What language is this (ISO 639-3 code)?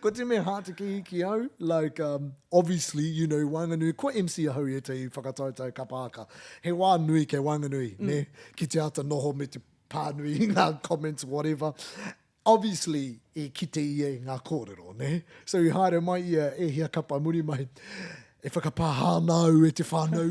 mri